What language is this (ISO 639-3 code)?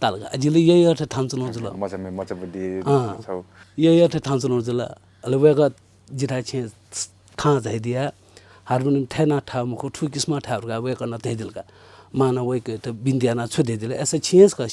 new